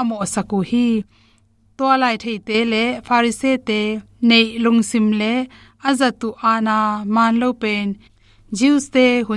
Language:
Tedim Chin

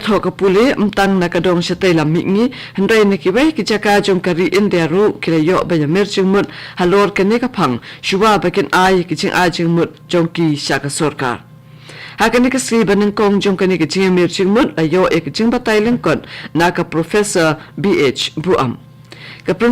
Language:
Khasi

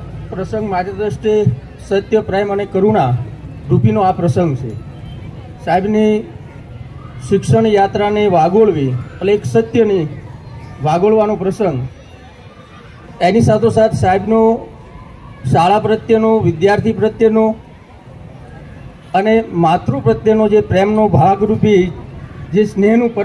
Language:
Gujarati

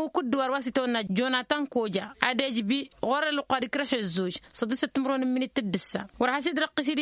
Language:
Tamasheq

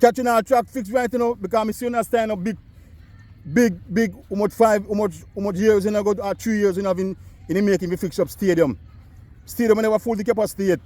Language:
Jamaican Creole English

